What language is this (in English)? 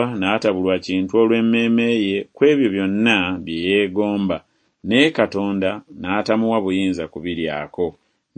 Ganda